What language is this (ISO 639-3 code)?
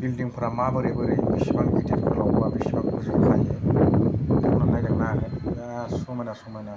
brx